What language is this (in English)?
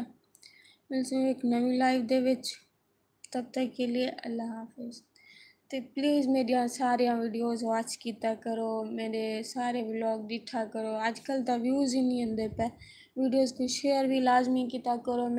Saraiki